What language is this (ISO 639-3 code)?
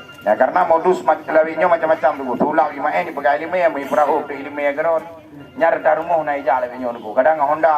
ace